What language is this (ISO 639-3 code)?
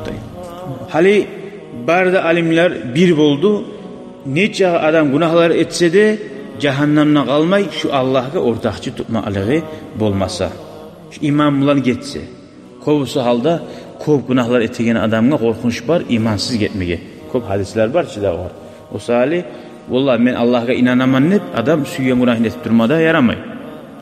kum